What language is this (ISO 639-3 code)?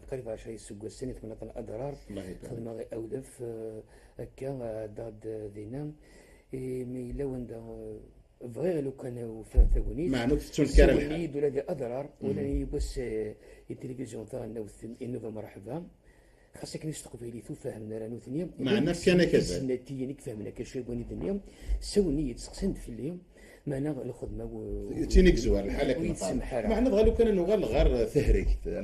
kab